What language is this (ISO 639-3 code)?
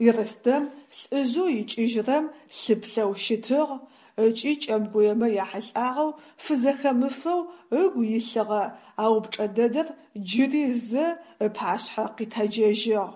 ady